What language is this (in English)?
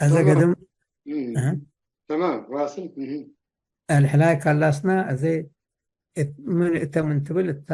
Tigre